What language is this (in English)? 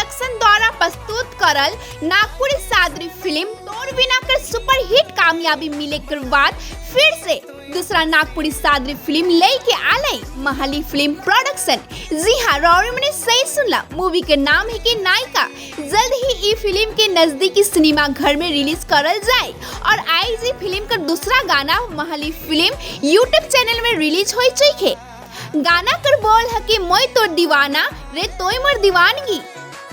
Sadri